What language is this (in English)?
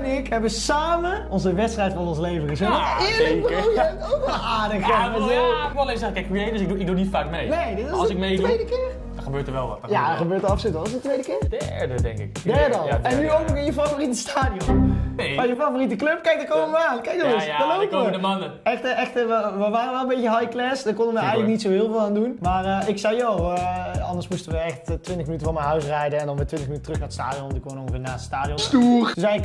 Dutch